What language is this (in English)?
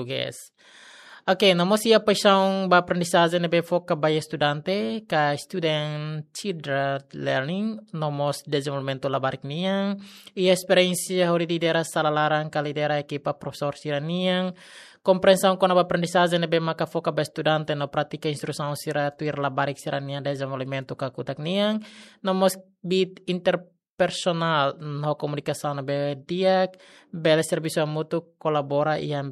Tetum